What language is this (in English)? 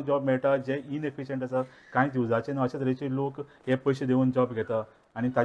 Konkani